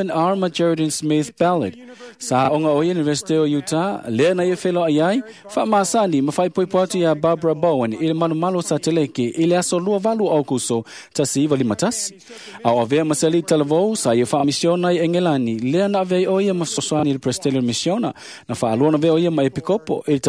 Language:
Samoan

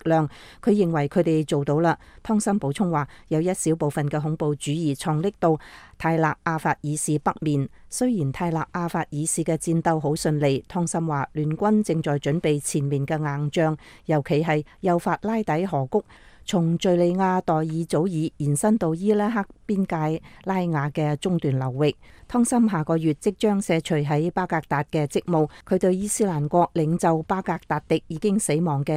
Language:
Cantonese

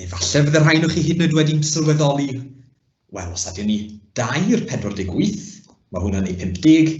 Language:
Welsh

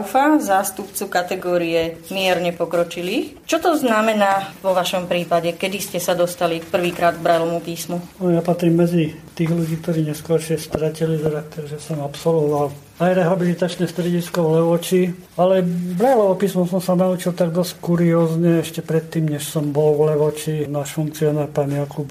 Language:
Slovak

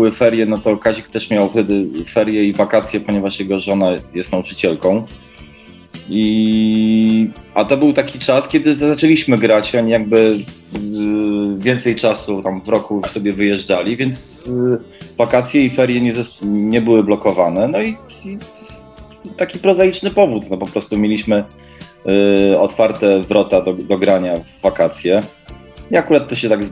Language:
Polish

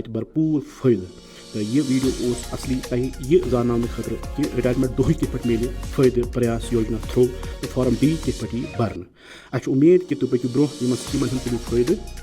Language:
Kashmiri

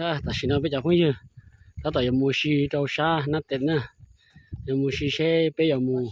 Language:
Hmong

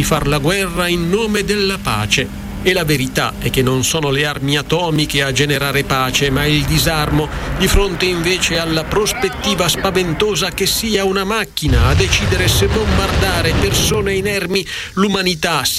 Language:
Italian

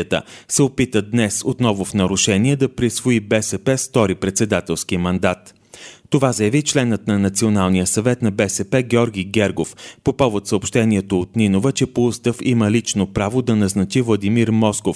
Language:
Bulgarian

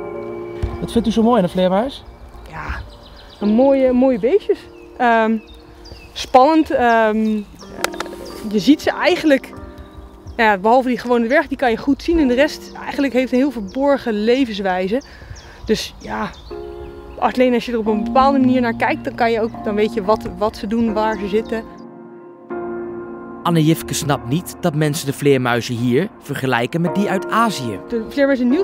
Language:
Dutch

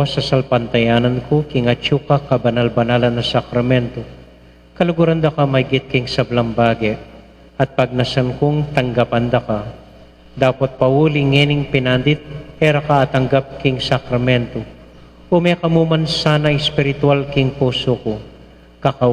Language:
Pampanga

